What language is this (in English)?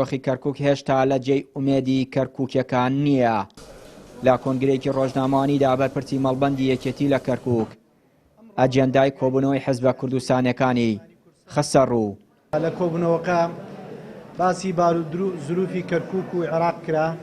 Central Kurdish